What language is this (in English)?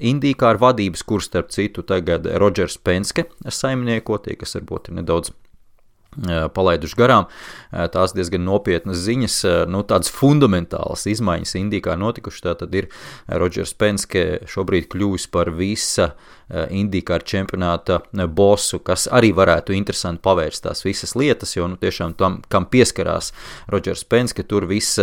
Latvian